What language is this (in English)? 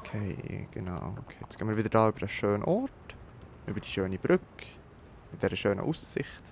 Swiss German